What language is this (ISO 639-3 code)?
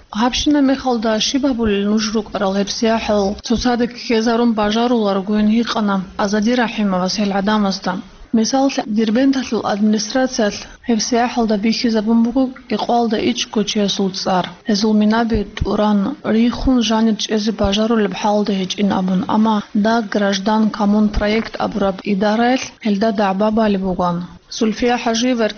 ava